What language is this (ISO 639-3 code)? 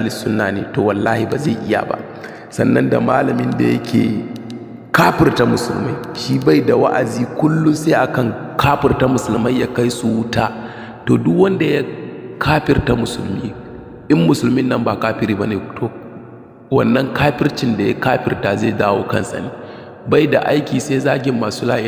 hau